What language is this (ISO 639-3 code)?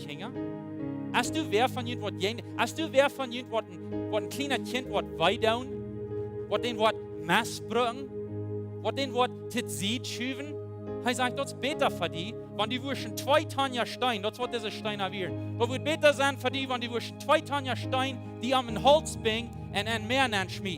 pdt